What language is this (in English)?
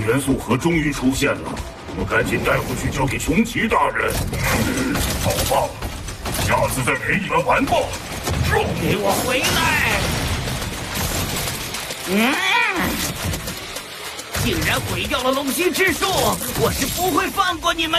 Chinese